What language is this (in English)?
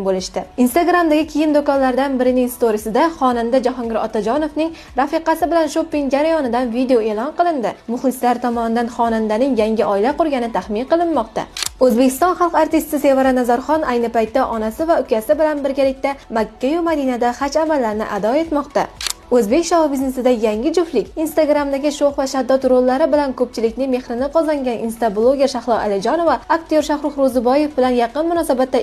Uzbek